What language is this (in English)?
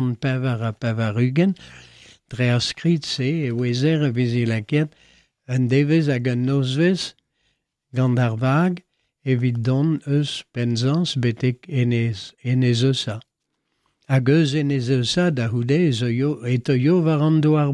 Breton